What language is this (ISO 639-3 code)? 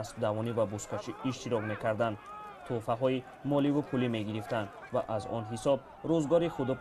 tgk